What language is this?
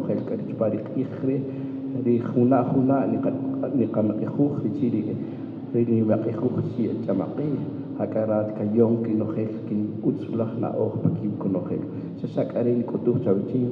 Kaqchikel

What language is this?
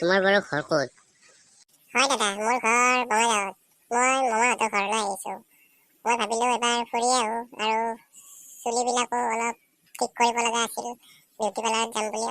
Assamese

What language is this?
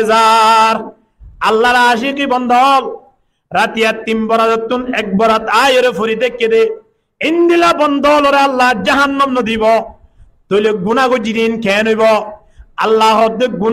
Rohingya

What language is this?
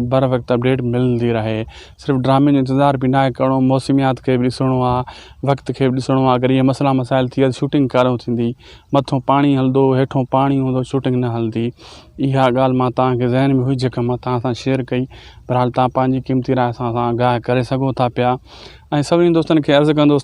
Sindhi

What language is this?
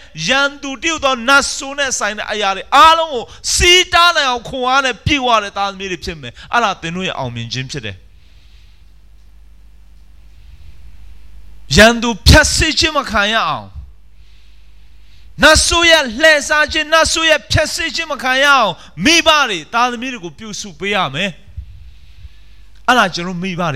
Burmese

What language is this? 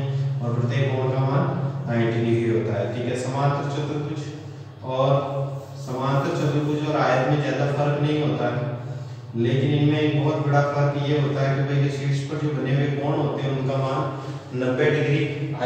Hindi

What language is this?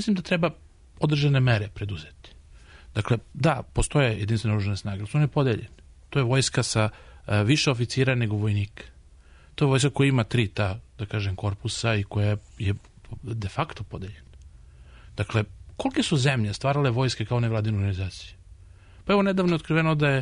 Serbian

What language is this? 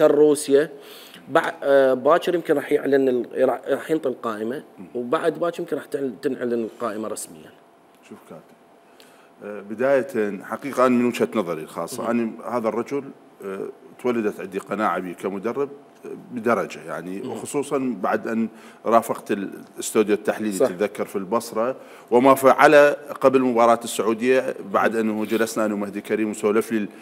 Mesopotamian Arabic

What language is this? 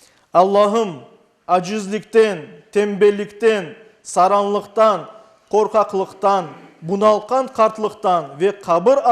Crimean Tatar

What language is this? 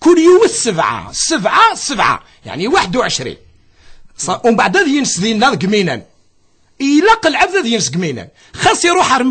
Kabyle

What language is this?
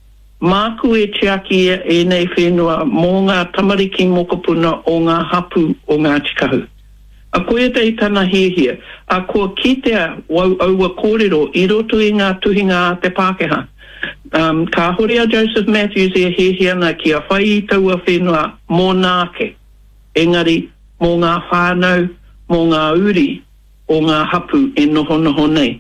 Māori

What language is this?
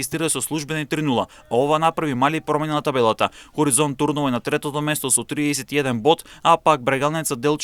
Macedonian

